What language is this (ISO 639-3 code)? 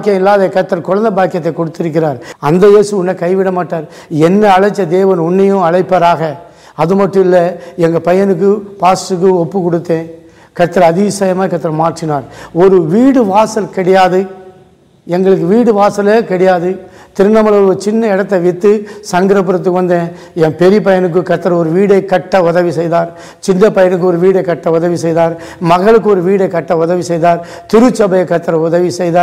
tam